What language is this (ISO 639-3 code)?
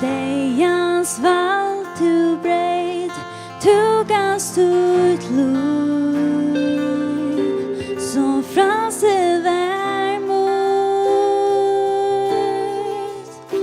fao